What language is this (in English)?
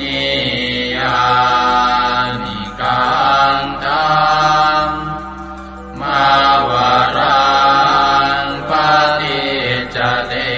Pali